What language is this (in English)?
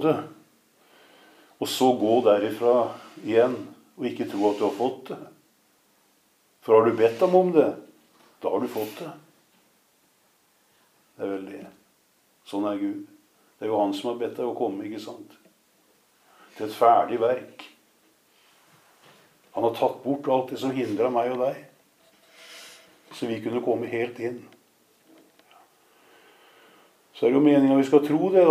Norwegian